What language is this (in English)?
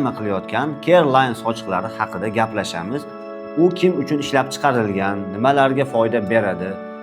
Uzbek